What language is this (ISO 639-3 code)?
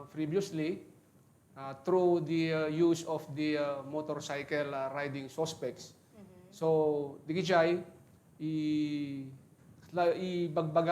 ilo